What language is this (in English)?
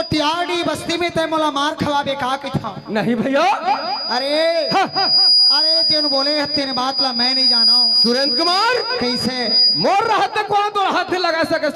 Chhattisgarhi